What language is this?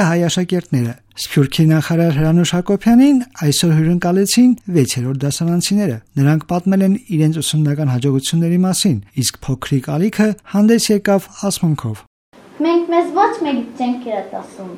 Armenian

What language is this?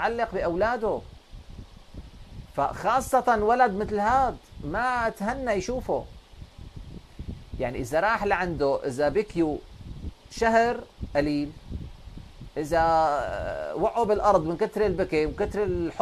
North Levantine Arabic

